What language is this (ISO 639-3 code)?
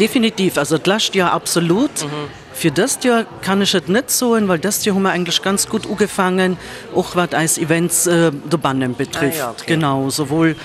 ltz